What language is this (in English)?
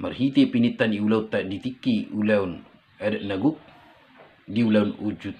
Batak Toba